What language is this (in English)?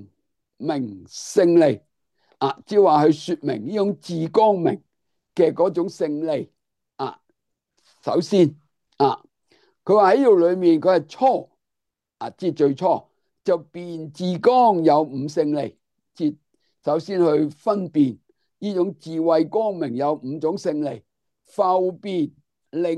Cantonese